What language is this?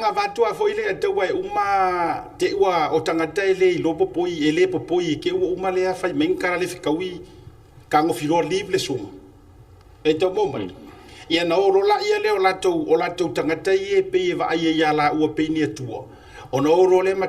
Samoan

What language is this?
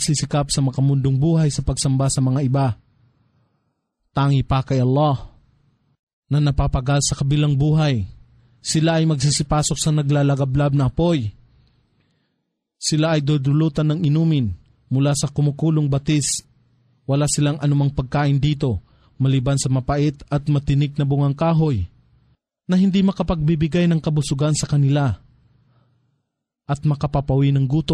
Filipino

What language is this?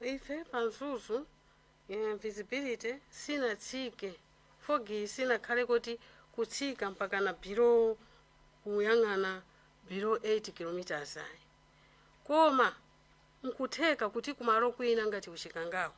Nyanja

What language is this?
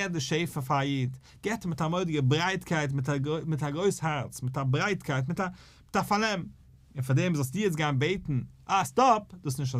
Yiddish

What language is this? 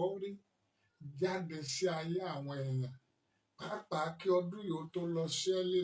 Yoruba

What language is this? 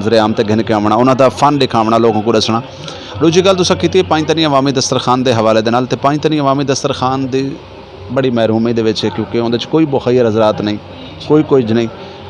Saraiki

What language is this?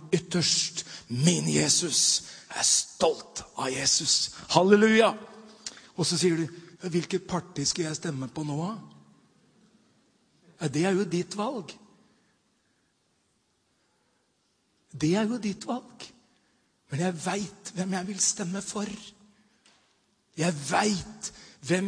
Norwegian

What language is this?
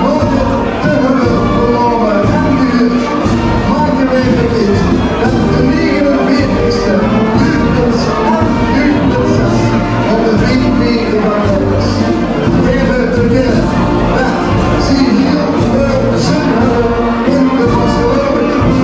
Limburgish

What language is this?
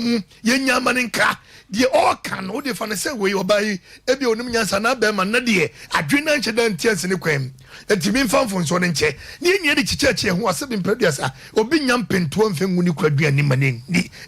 Akan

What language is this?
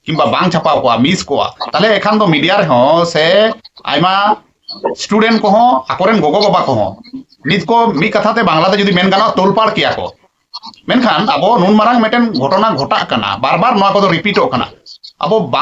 Santali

